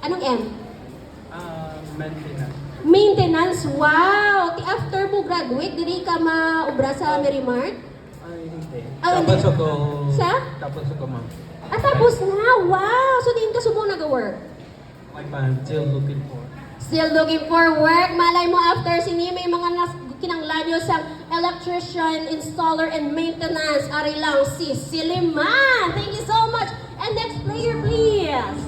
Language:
Hiligaynon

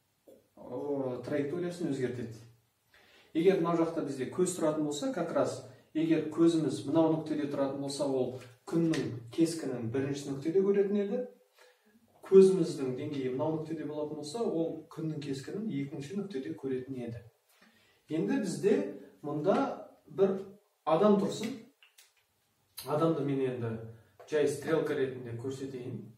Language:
Kazakh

